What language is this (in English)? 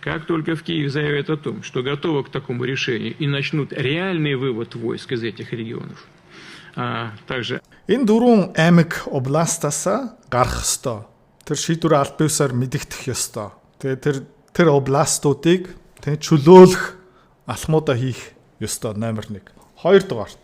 Mongolian